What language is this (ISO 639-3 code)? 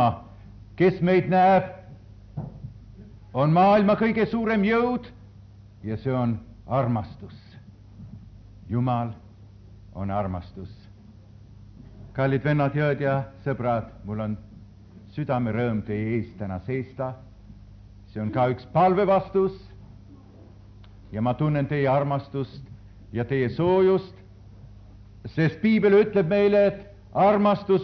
est